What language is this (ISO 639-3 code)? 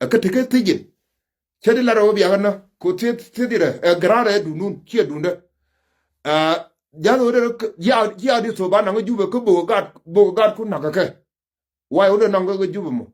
nus